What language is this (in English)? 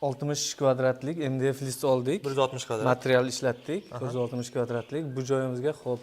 Uzbek